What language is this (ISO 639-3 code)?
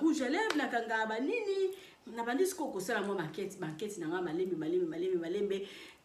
lin